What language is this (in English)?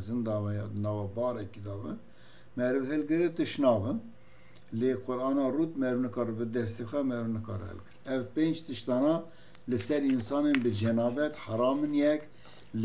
Kurdish